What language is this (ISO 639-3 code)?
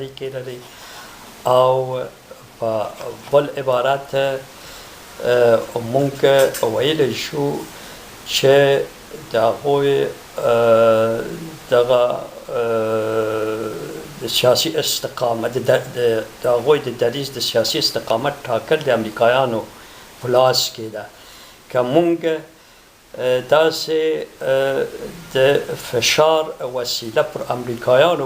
pus